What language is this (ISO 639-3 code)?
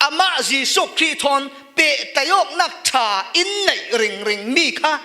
cfm